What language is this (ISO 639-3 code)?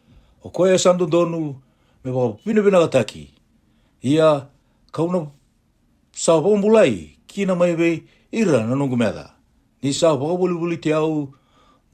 fij